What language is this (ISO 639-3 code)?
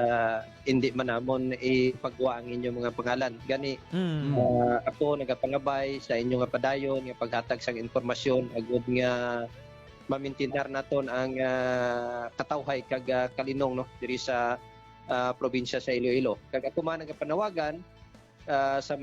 hil